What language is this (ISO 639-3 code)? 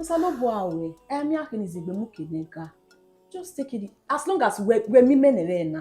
bin